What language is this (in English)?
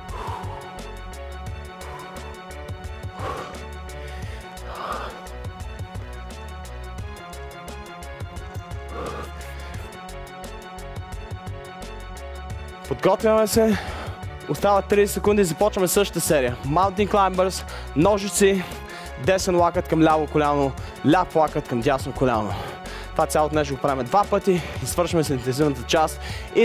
Bulgarian